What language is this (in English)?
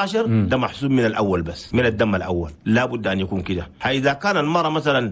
Chadian Arabic